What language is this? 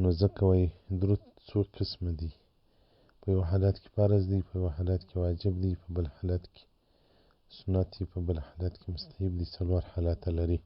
Pashto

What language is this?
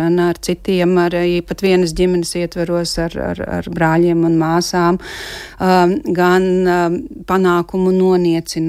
Latvian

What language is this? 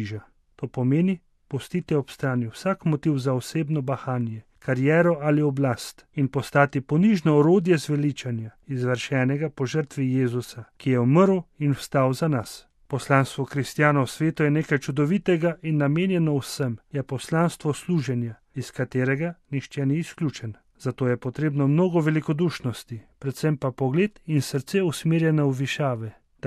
Slovenian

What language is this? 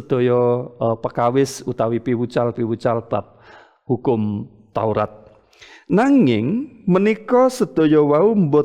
Javanese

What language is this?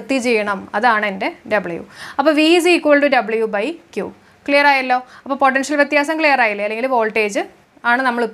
Malayalam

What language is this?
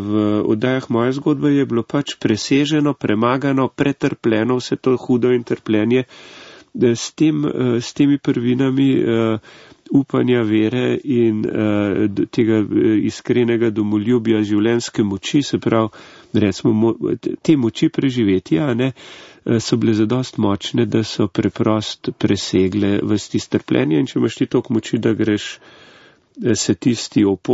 Slovenian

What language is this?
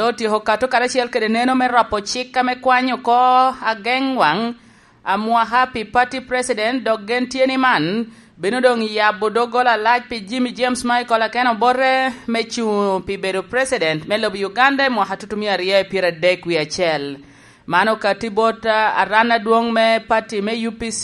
Lango (Uganda)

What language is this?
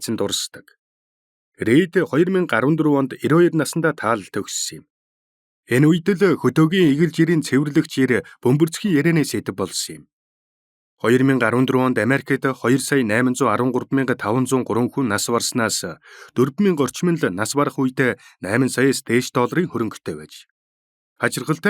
Mongolian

